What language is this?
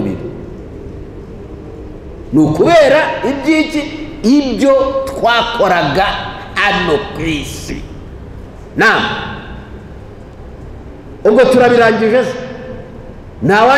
Kinyarwanda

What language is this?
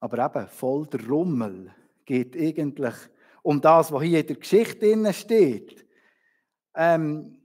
Swiss German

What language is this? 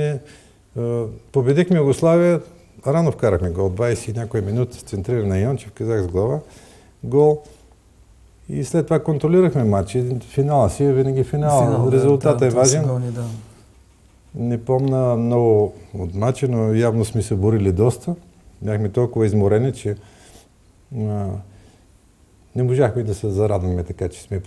Bulgarian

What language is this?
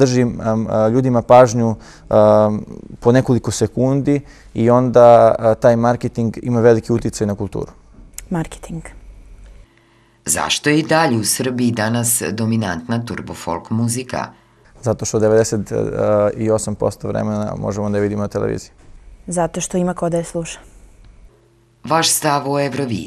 Serbian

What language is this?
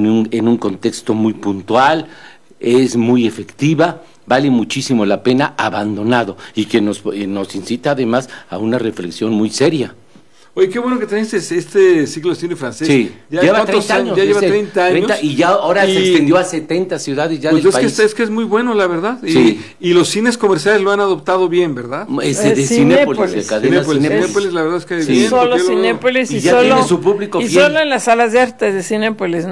Spanish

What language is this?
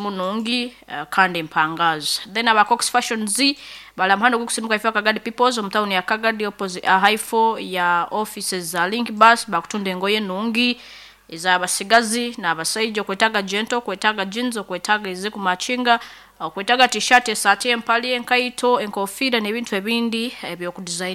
Nyankole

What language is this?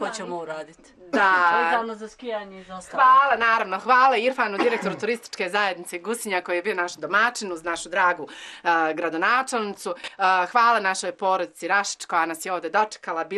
Bosnian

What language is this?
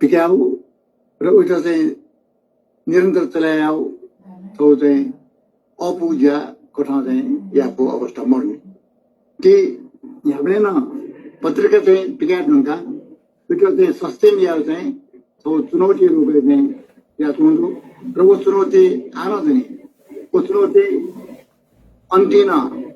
Newari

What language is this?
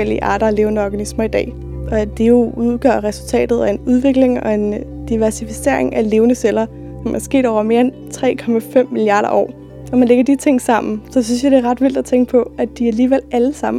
Danish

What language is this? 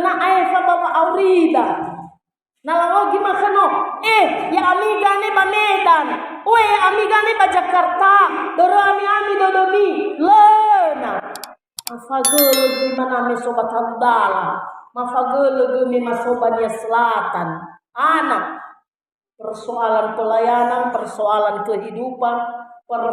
Nias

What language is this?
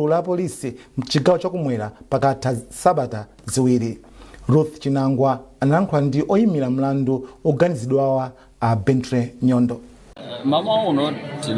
Nyanja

